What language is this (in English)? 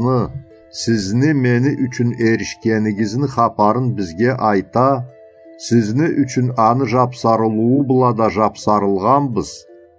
Karachay-Balkar